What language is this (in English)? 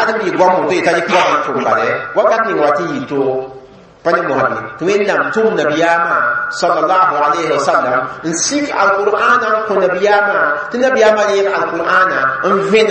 Mossi